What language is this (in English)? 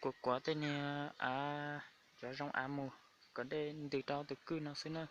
Hmong